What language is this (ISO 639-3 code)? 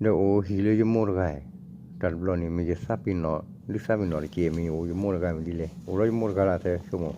ksw